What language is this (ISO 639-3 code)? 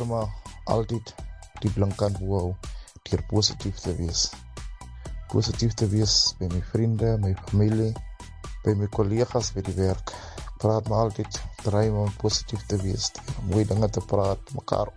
afr